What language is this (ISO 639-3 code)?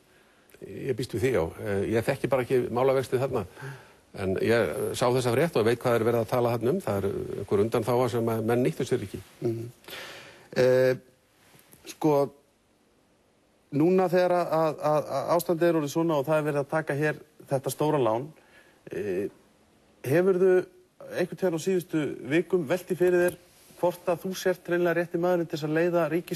isl